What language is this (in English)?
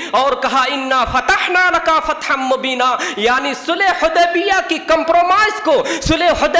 Urdu